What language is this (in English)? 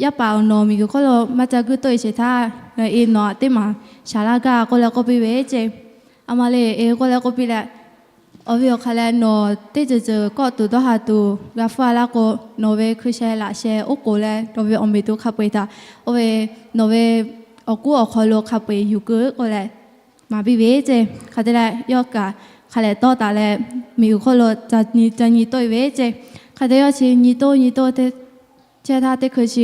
Lahu